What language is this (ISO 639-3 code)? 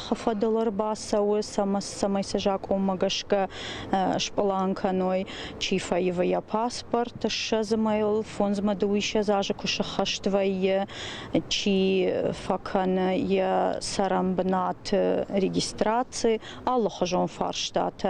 oss